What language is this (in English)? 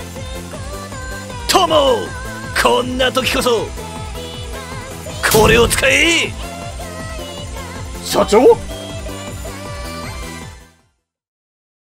Japanese